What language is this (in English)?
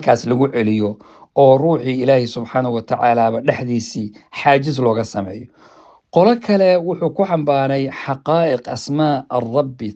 Somali